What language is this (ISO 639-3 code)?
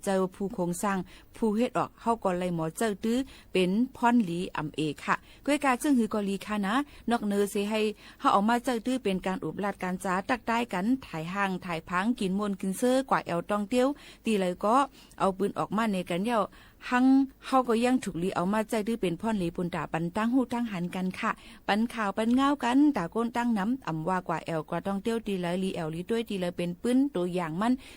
shn